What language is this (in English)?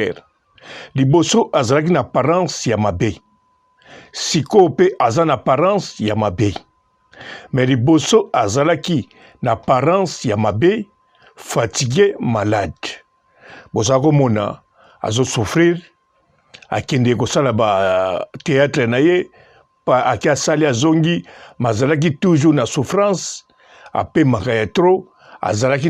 Lingala